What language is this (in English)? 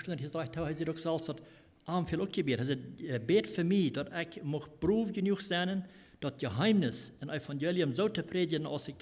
Plautdietsch